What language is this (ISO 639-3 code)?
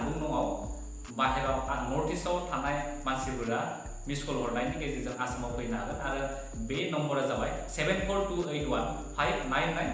brx